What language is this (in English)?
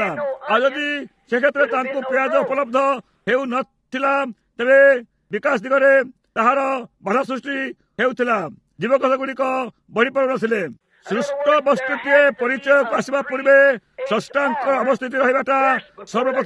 Odia